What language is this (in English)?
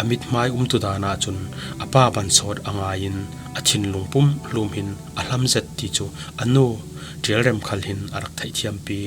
Falam Chin